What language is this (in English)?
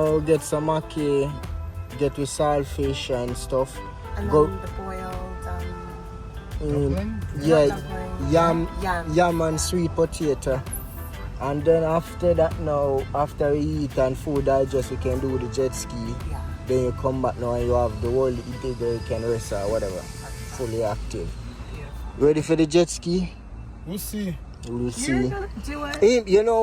Jamaican Creole English